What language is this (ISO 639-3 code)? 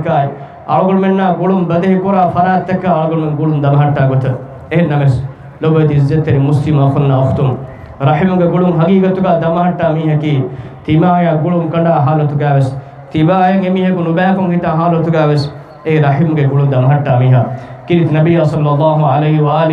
div